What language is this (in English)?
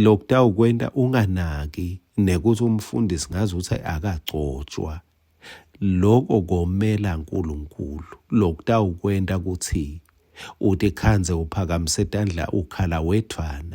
Swati